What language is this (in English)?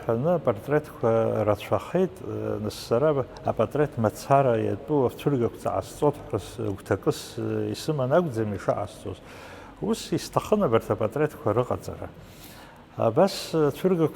Abkhazian